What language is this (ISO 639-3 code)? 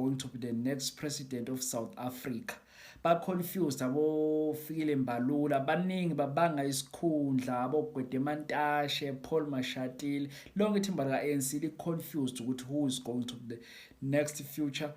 zul